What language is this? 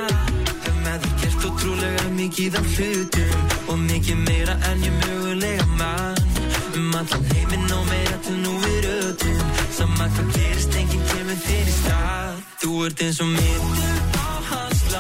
Icelandic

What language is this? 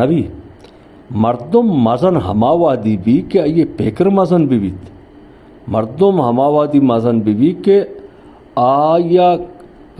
Baluchi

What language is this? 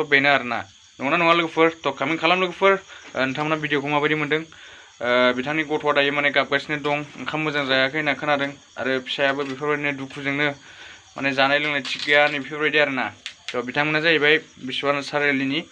Bodo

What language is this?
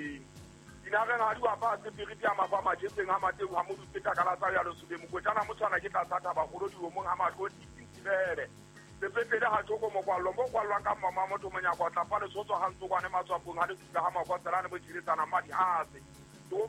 Southern Sotho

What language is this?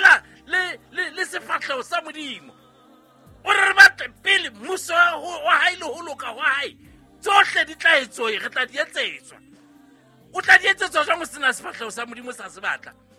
Southern Sotho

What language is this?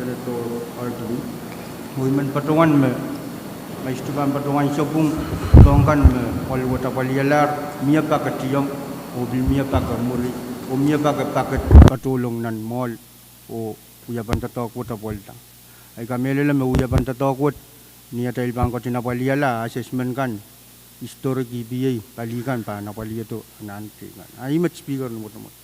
Pohnpeian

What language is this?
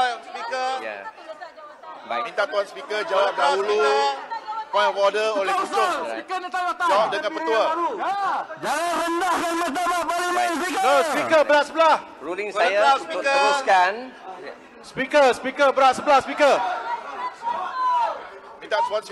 Malay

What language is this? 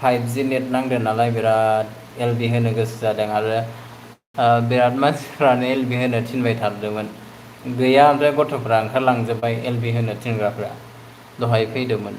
Bodo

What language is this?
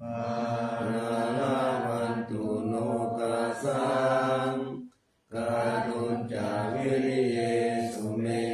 Pali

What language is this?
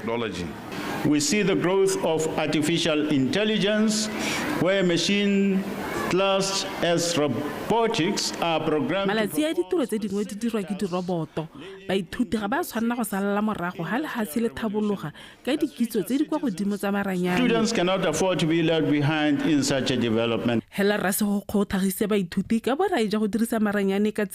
Tswana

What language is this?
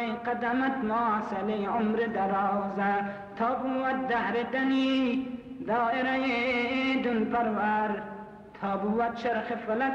Persian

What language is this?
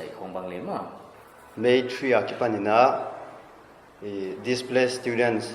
Paite Chin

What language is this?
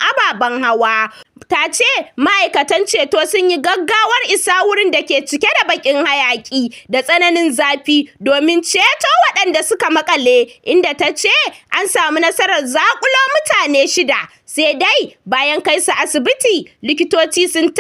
Hausa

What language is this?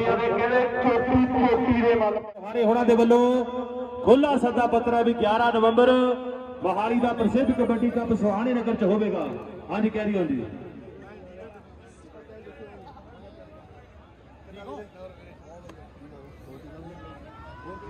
Punjabi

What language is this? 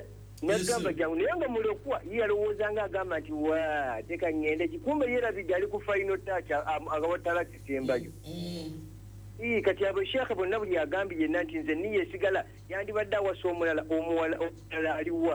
Ganda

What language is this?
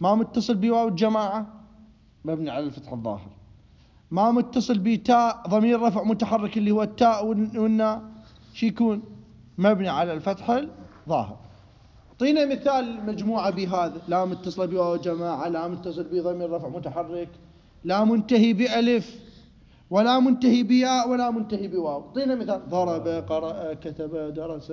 Mesopotamian Arabic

